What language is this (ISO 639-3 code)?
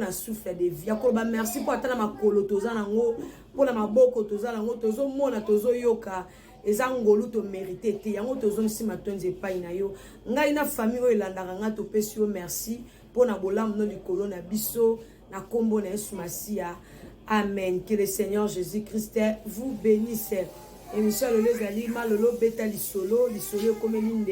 lin